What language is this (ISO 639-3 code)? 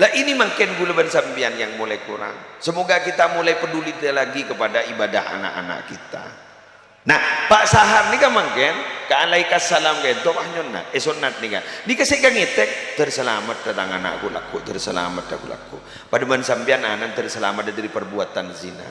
mad